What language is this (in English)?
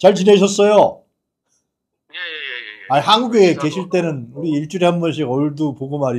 Korean